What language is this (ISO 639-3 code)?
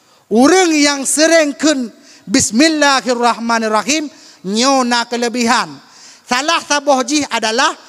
ace